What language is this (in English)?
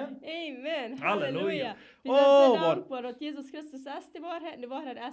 Plautdietsch